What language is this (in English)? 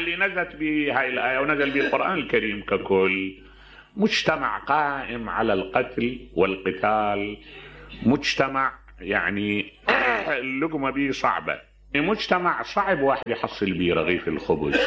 Mesopotamian Arabic